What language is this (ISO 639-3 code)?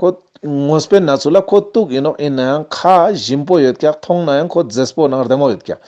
lbj